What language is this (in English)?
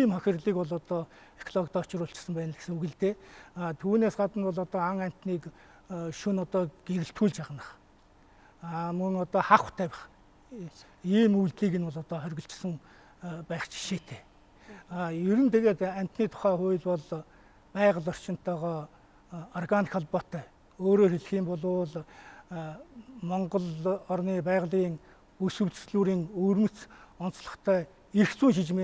Mongolian